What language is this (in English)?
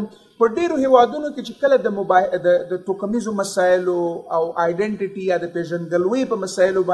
Pashto